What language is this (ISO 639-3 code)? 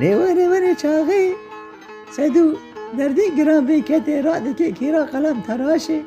kur